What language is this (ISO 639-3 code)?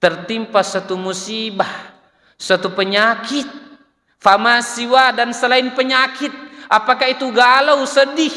bug